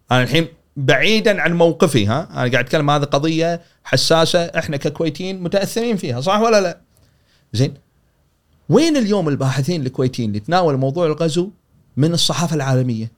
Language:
Gulf Arabic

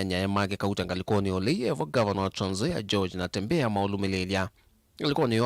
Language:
Kamba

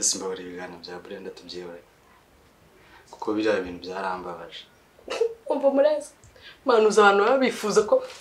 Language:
Kinyarwanda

